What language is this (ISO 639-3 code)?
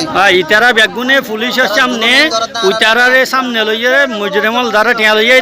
rhg